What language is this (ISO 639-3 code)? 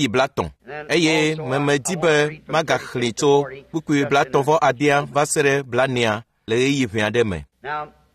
ewe